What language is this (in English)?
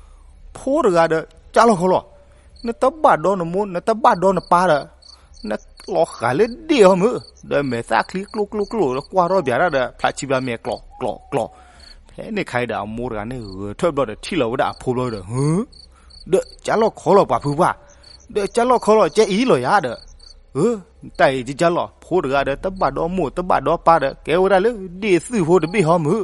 S'gaw Karen